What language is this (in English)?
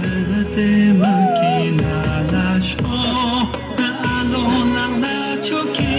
Yimchungru Naga